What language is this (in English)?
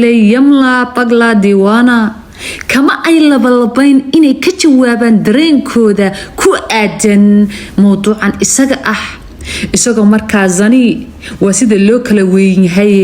Somali